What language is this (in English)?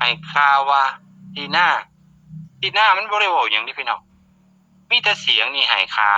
Northeastern Thai